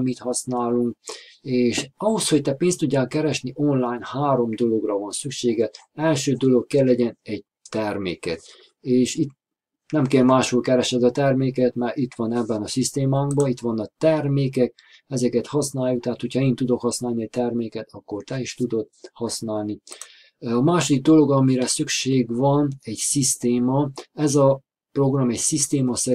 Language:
Hungarian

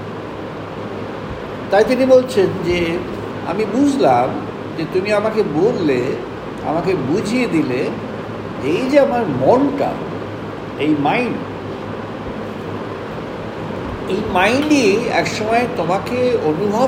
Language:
Bangla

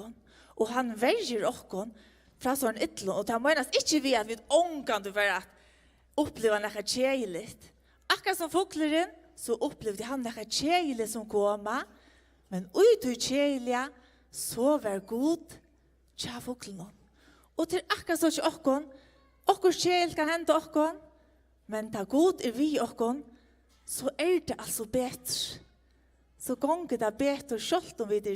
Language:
Faroese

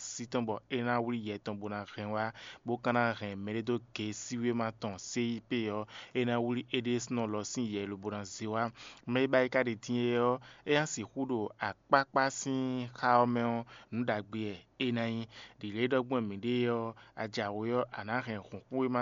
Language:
Fon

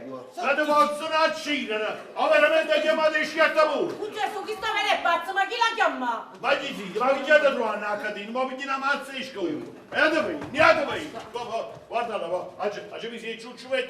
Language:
Neapolitan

